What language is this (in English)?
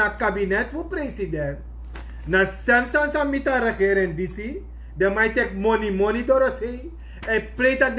Sranan Tongo